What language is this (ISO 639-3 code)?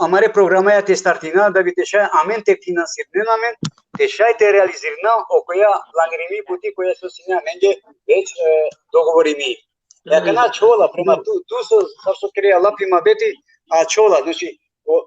rmn